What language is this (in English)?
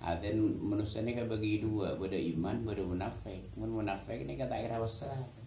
Madurese